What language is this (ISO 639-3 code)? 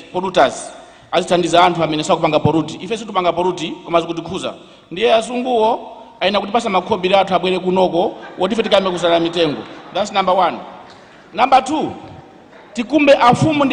nya